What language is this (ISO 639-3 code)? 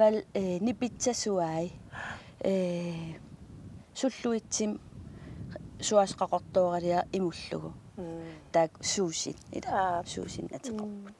kal